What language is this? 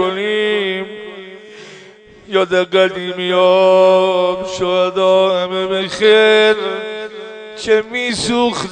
Persian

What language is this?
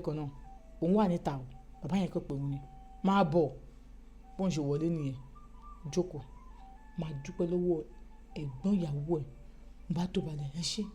Yoruba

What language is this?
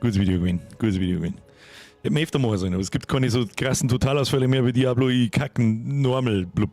Bavarian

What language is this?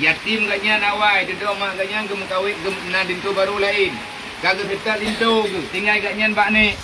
Achinese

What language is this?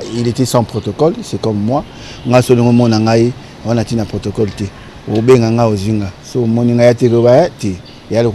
Lingala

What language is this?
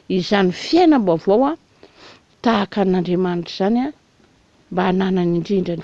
Malagasy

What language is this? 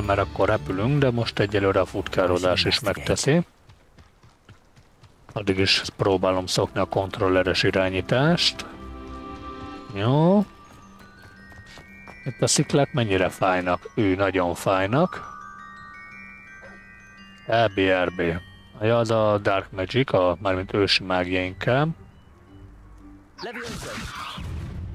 Hungarian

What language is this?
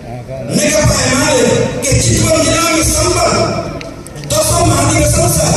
Maithili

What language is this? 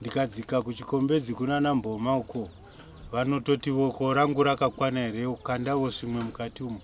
Shona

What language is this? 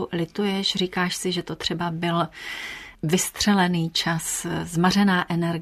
Czech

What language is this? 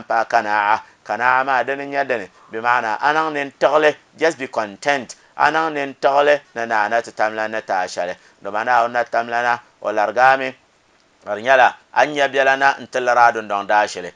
Dagbani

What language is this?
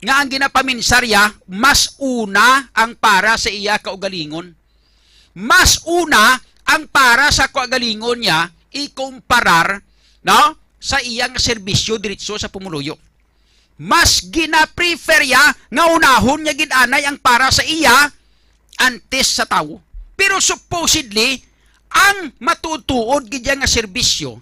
Hiligaynon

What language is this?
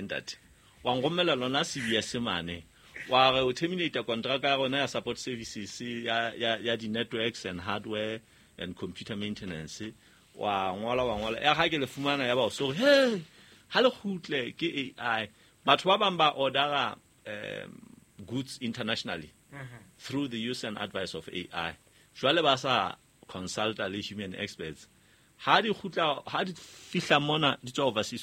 Southern Sotho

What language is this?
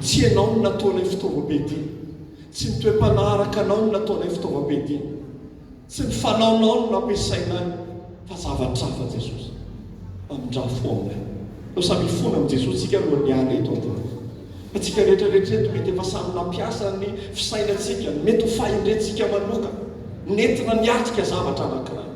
Malagasy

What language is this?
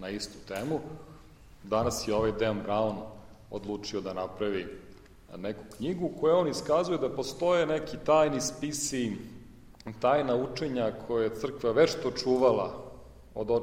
Serbian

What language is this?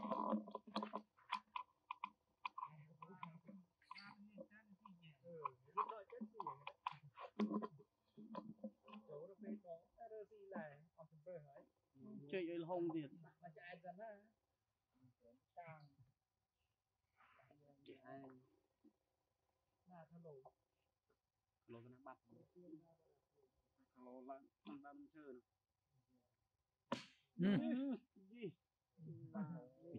Vietnamese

